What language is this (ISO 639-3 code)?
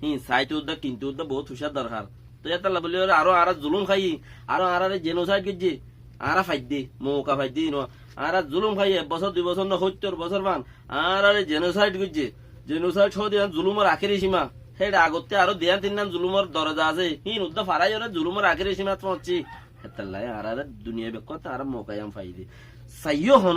rhg